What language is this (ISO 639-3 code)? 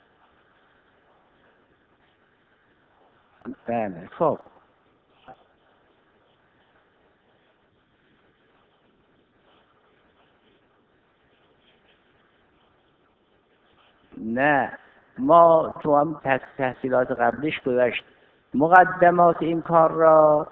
fas